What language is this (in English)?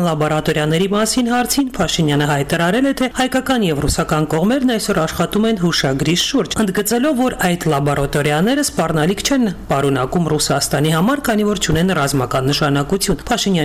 Armenian